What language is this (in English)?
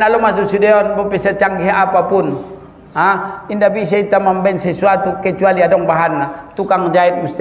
Batak Mandailing